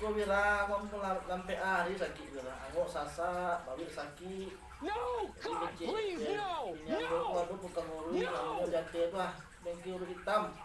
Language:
Minangkabau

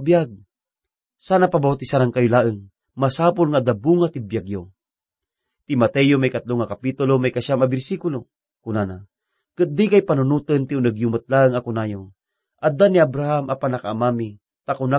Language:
Iloko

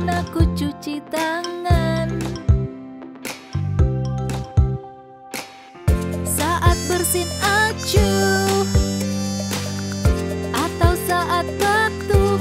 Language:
Indonesian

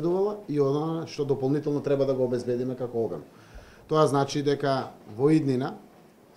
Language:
Macedonian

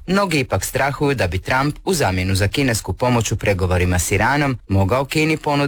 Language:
Croatian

